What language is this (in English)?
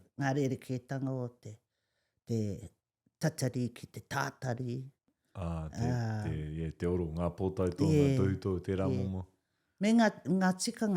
Māori